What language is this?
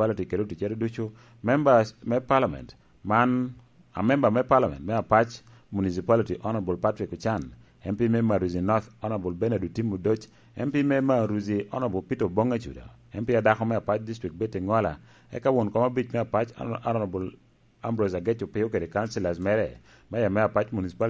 Lango (Uganda)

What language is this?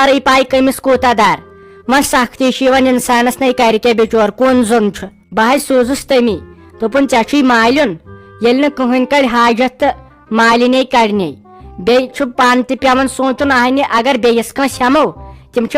Kashmiri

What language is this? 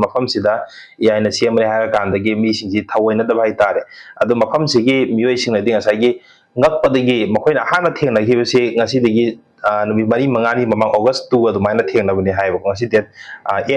Manipuri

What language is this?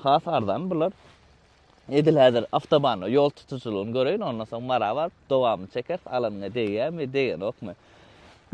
Turkmen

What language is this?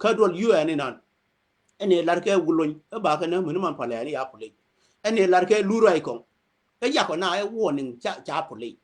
Nuer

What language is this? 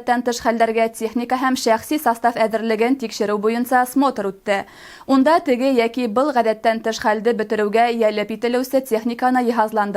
Bashkir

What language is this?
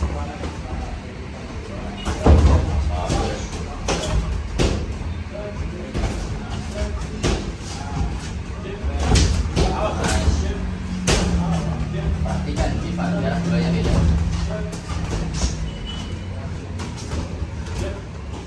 Indonesian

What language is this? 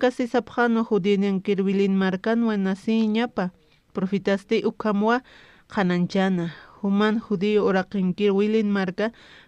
Aymara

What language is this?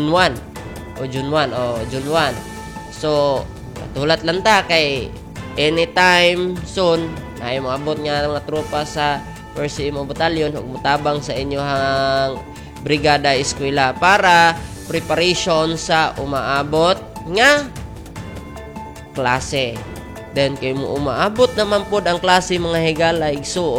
Cebuano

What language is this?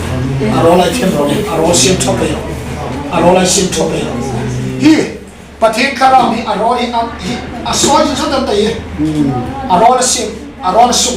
Hmar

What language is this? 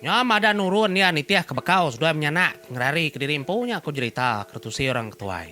Iban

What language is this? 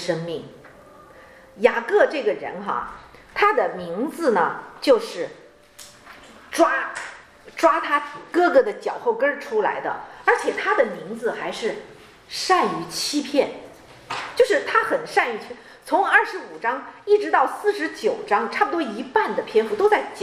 Chinese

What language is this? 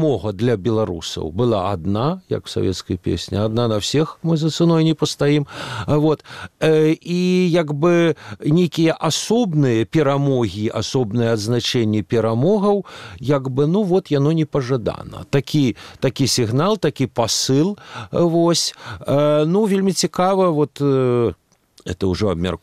Belarusian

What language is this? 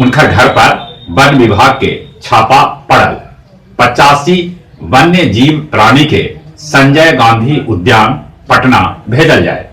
Magahi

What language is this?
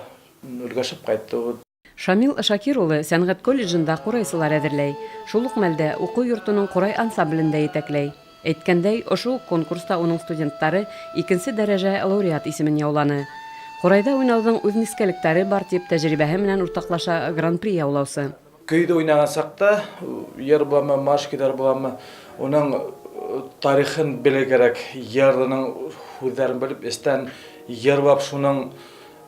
Bashkir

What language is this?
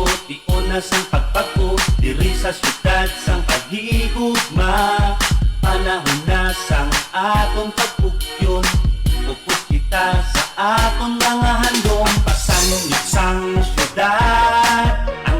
Hiligaynon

